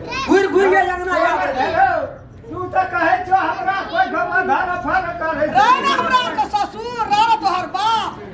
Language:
Maithili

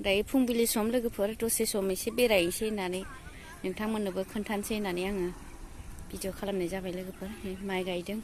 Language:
Bodo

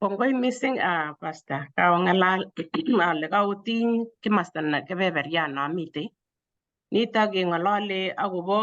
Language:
Kalenjin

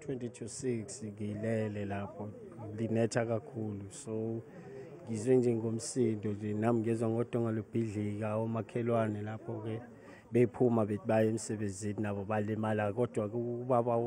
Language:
Zulu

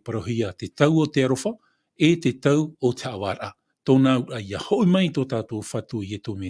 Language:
Tahitian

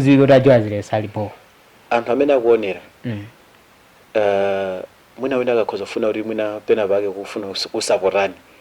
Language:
Nyanja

